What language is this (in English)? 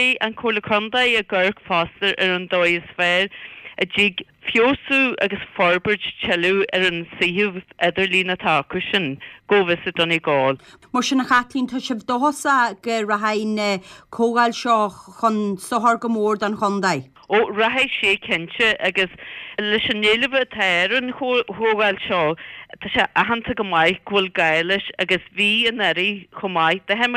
Irish